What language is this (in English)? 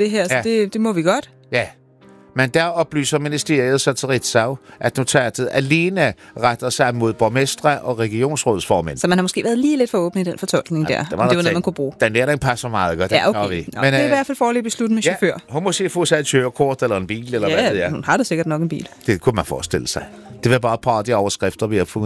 Danish